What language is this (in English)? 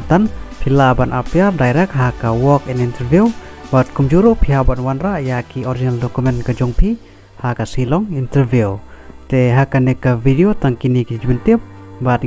Khasi